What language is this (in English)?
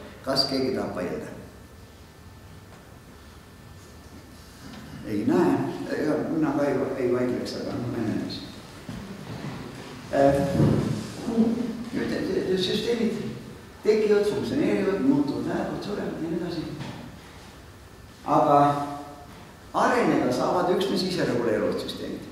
Estonian